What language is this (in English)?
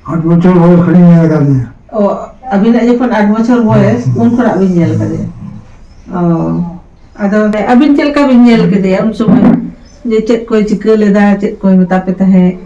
Santali